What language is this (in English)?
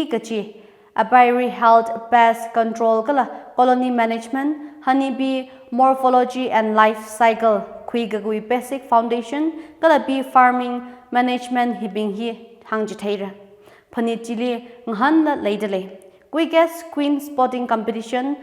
Tangkhul Naga (India)